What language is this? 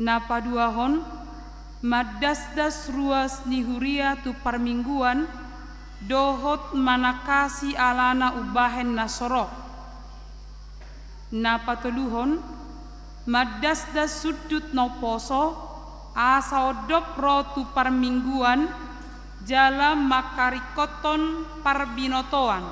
Batak Toba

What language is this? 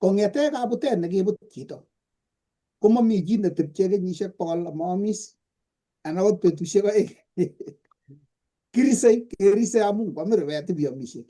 Kalenjin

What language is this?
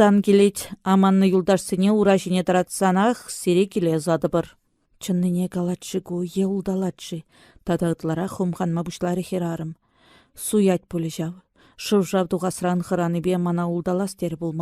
Chuvash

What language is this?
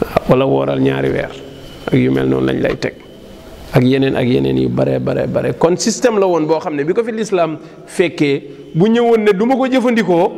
Wolof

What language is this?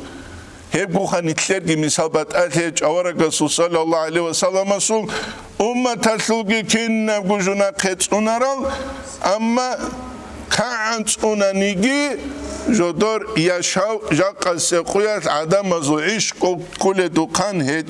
Avaric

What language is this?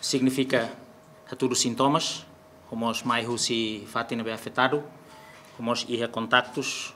Tetum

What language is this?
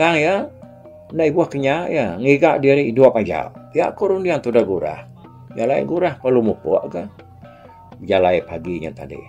Iban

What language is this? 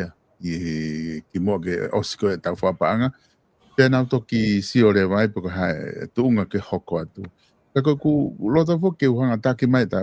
Tongan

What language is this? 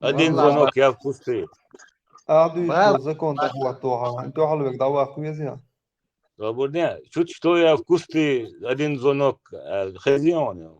Chechen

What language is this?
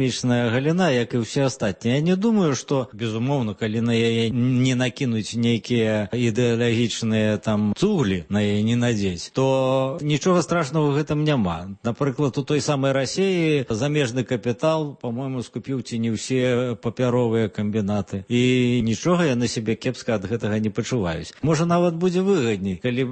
Belarusian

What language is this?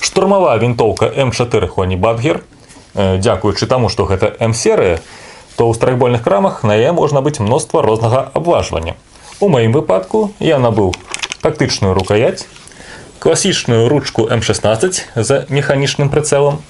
Belarusian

